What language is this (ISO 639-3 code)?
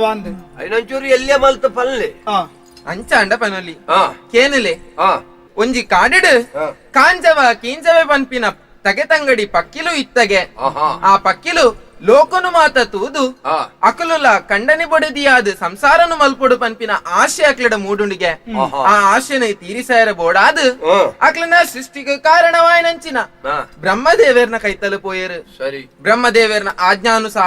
tcy